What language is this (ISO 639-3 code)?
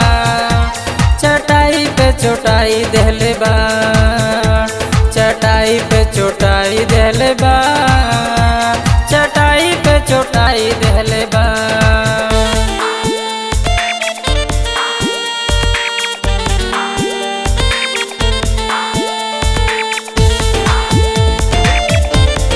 bho